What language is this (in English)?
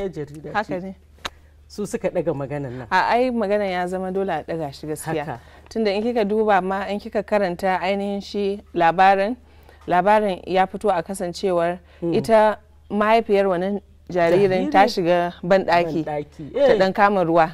Hausa